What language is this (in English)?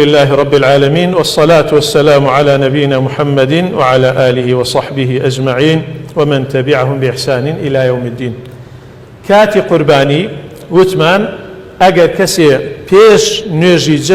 Central Kurdish